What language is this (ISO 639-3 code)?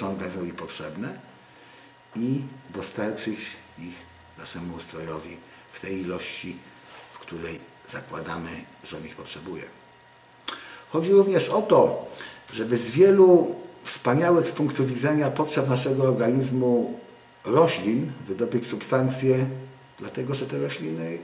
pol